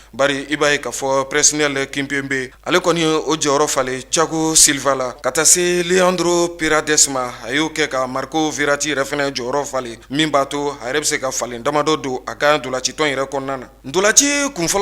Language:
Bambara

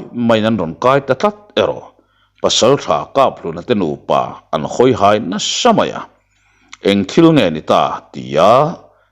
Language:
Mizo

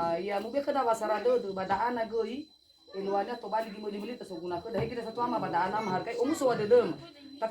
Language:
Nias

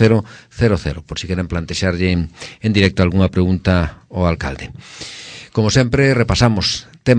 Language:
Galician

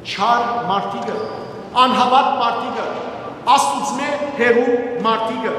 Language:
Western Armenian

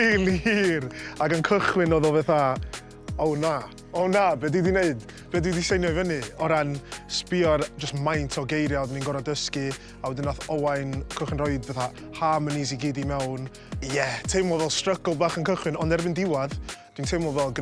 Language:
Welsh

